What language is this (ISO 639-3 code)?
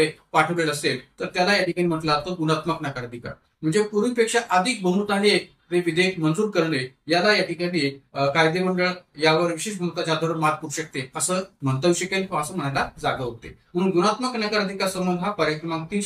mar